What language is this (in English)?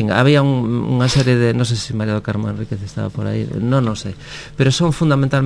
Galician